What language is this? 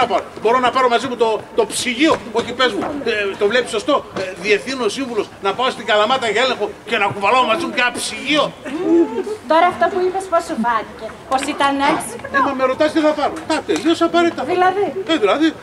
Greek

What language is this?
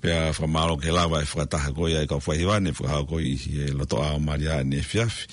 Tongan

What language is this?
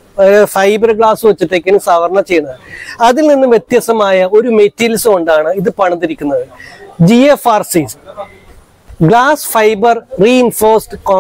Malayalam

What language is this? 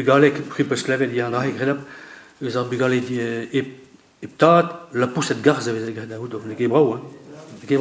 Breton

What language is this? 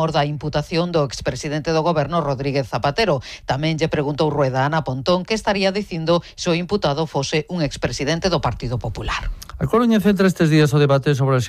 Galician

